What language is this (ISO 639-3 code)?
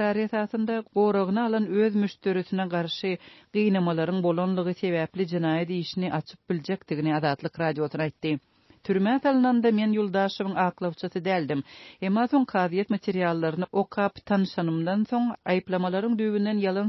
tuk